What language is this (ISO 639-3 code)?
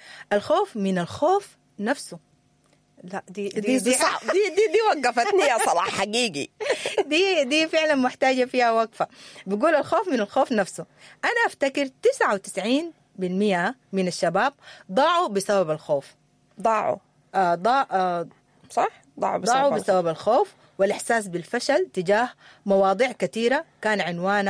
apd